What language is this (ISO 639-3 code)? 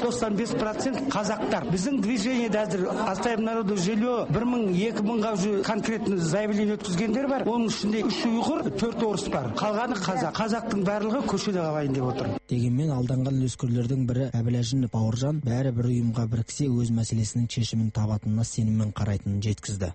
kaz